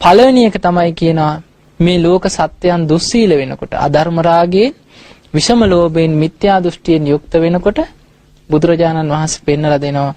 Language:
Sinhala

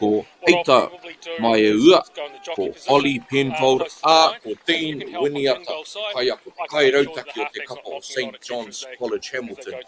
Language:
Māori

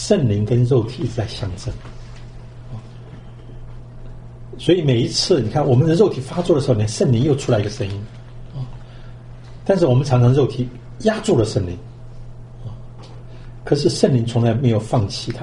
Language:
Chinese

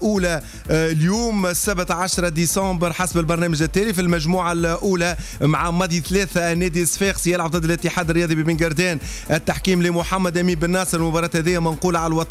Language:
Tunisian Arabic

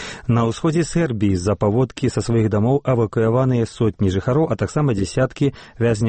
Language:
Belarusian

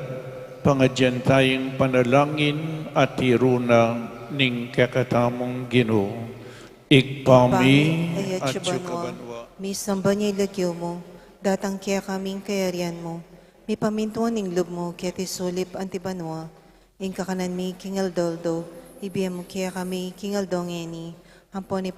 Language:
Pampanga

